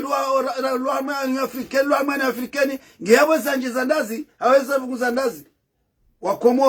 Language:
Ngazidja Comorian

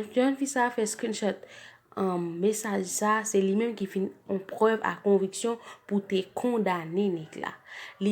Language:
Haitian Creole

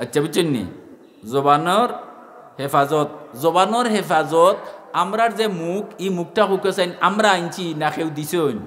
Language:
Sylheti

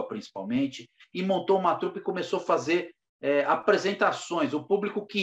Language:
Portuguese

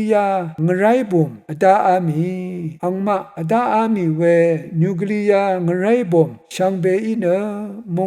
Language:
Rawang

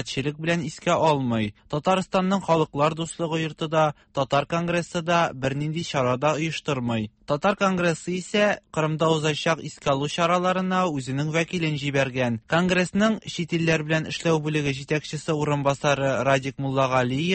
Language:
Tatar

